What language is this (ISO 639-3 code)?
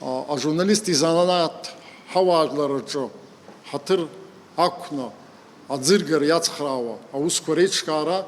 abk